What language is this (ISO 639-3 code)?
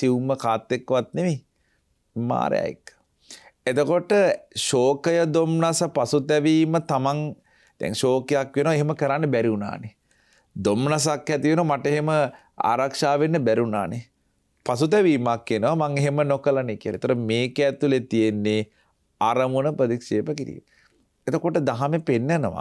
sin